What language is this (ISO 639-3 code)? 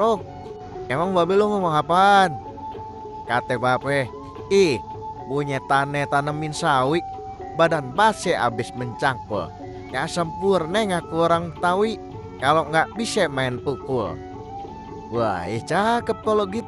bew